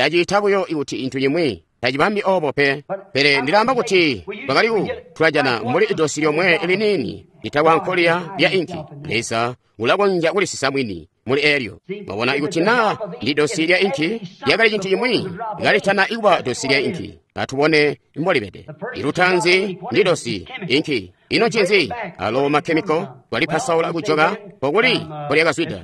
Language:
Tonga (Zambia)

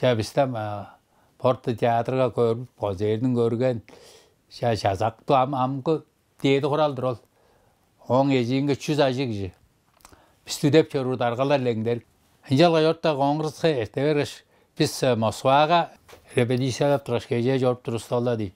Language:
Tuvinian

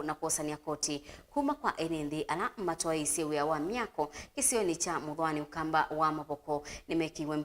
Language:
Kamba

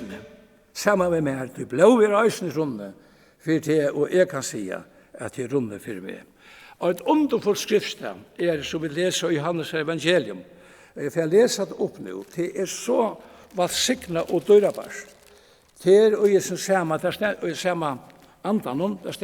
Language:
Faroese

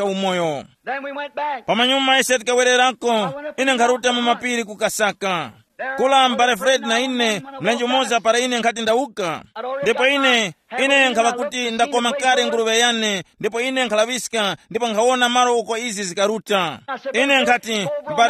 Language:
Tumbuka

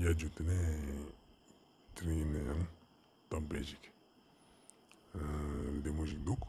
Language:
Ladakhi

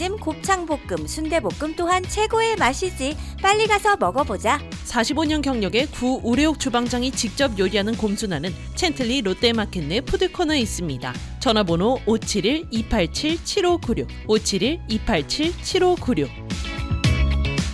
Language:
Korean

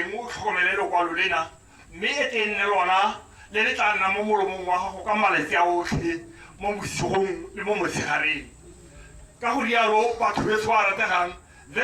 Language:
Tswana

